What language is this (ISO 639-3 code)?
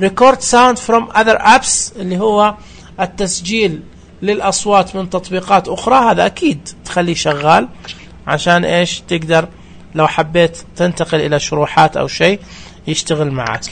ars